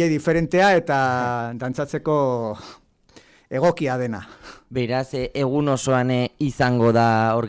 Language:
Basque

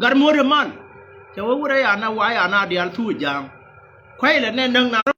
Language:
Nuer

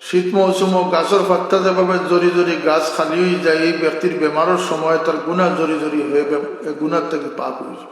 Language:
Sylheti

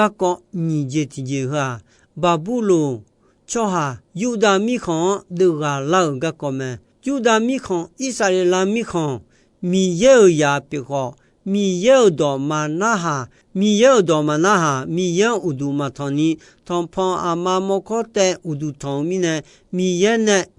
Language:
Akha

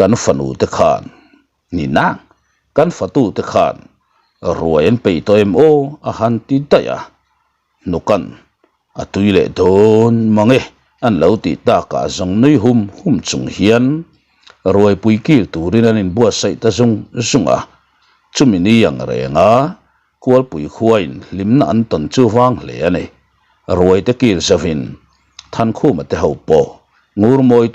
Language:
Mizo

